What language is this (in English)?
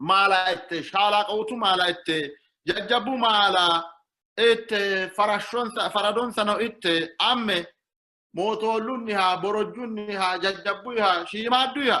Sidamo